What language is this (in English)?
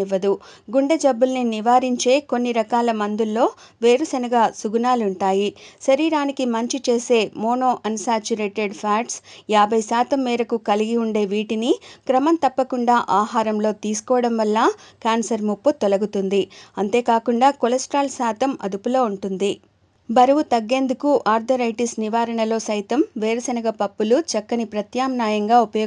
Telugu